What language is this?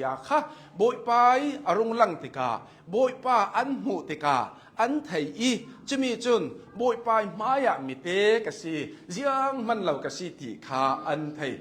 Hakha Chin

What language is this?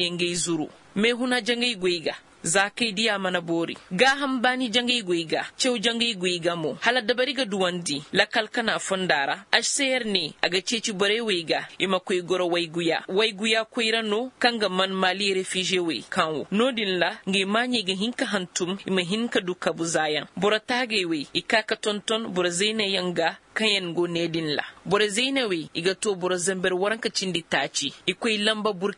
Koyraboro Senni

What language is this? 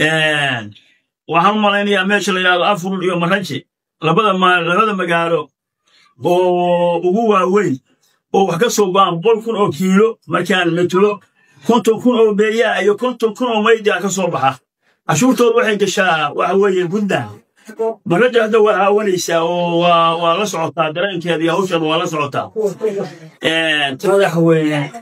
Somali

